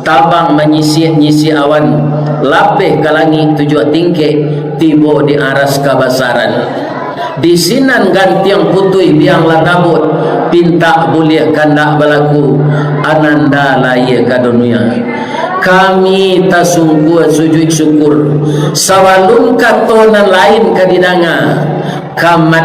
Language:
Minangkabau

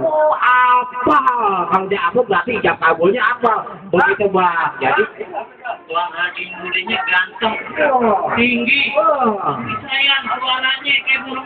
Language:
Betawi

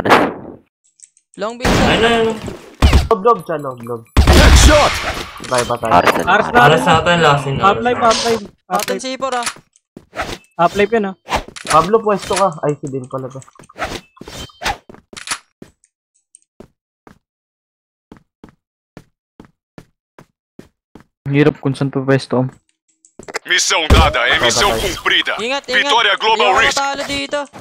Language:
Filipino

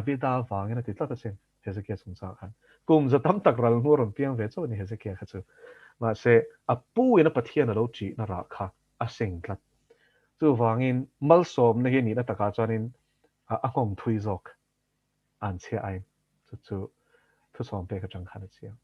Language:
Mizo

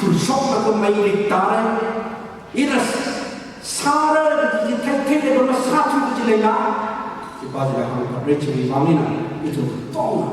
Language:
Tangkhul Naga (India)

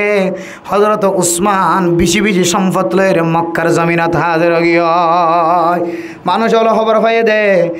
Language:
Rohingya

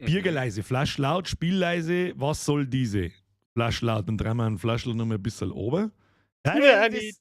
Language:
Bavarian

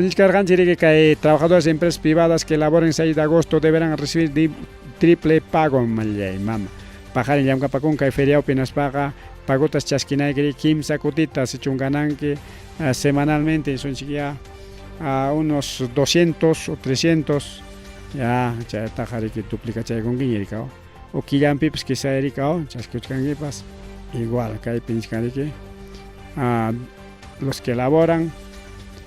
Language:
Ayacucho Quechua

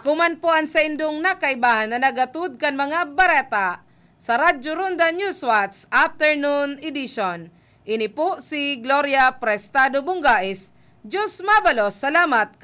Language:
Bikol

